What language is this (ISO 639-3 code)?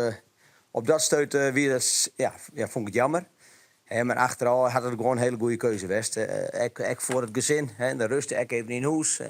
fry